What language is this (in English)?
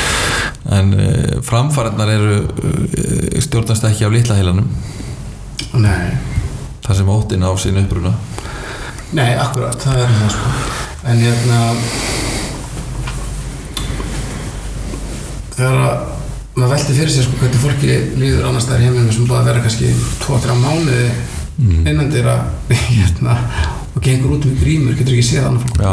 Icelandic